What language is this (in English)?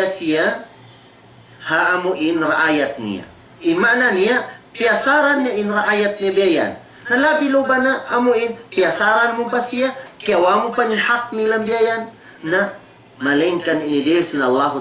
Tausug